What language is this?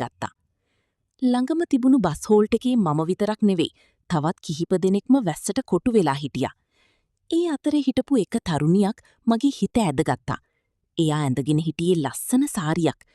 Sinhala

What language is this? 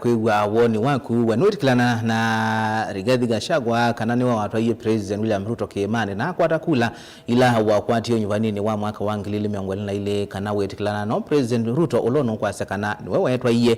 Kamba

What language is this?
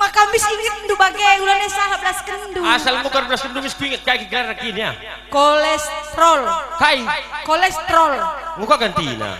Batak Karo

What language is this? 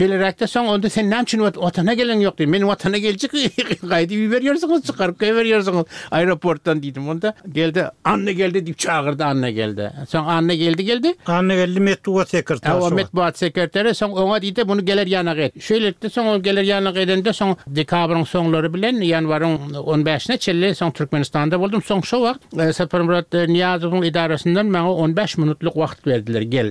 Turkmen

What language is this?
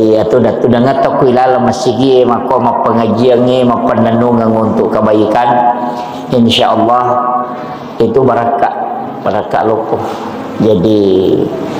Buginese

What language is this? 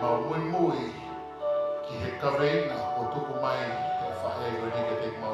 Tongan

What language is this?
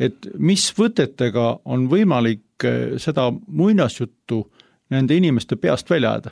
Estonian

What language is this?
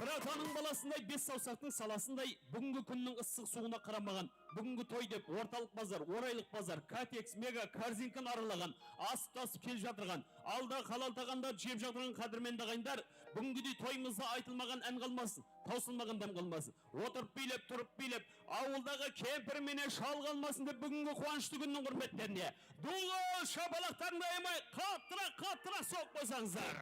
Kara-Kalpak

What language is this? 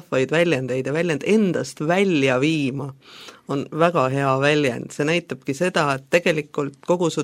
Estonian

